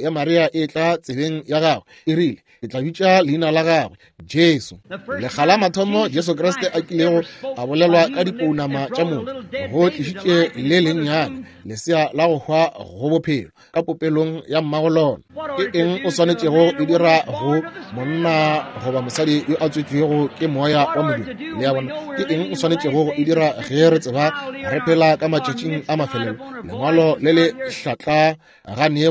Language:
Northern Sotho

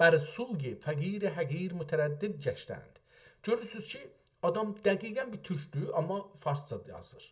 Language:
South Azerbaijani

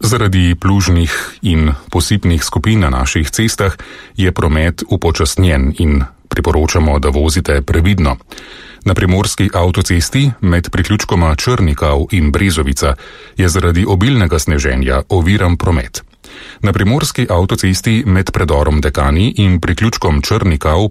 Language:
Slovenian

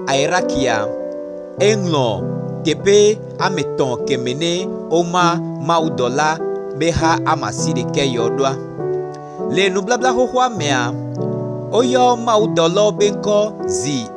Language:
Gen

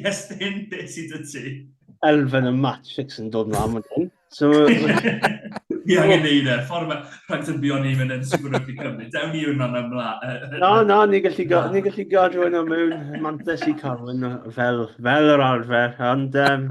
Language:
Welsh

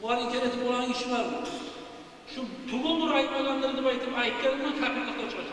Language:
Kumyk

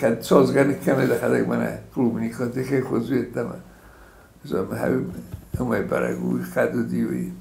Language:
Ossetic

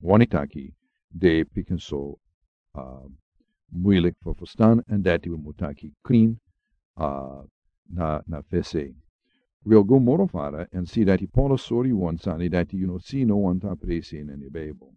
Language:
Sranan Tongo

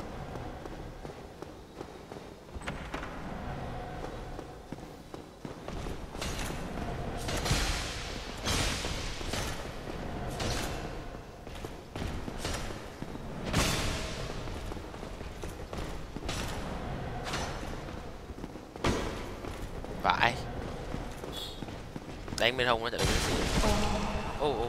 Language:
Vietnamese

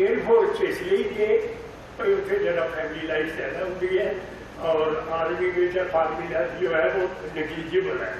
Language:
Dogri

